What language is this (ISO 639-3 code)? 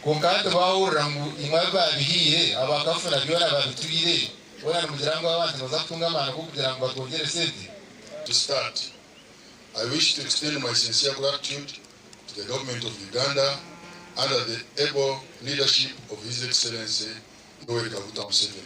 nyn